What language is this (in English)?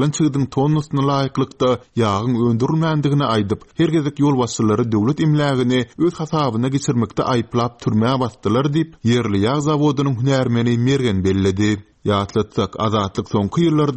Turkmen